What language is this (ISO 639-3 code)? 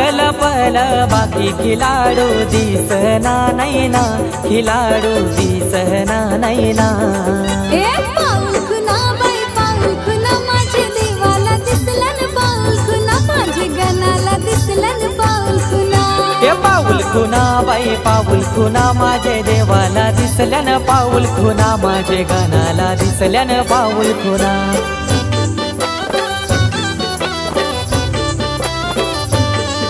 mar